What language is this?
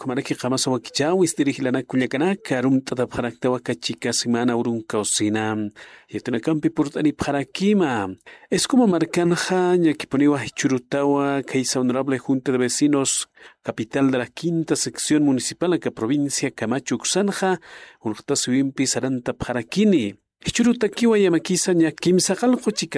Aymara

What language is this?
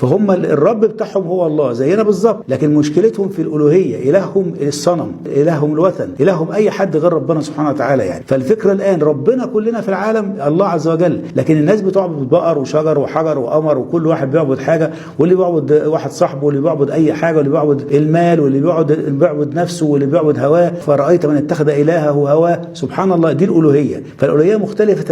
Egyptian Arabic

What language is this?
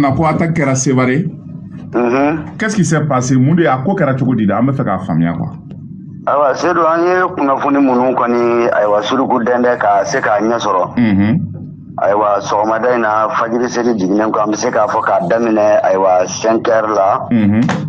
Bambara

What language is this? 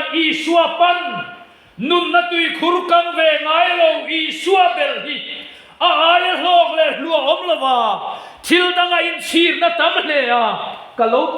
Mizo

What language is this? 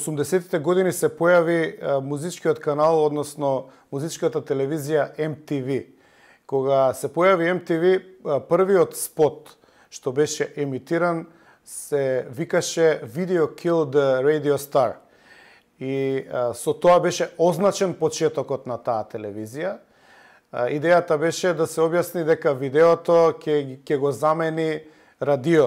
Macedonian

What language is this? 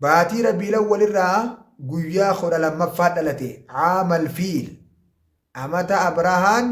Oromo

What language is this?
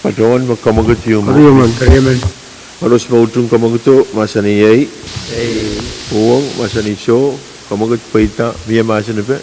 Pohnpeian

